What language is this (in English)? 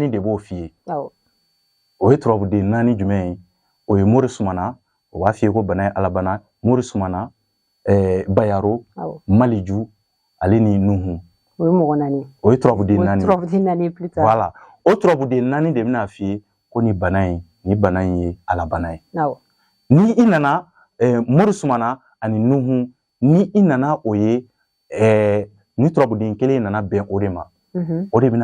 Bambara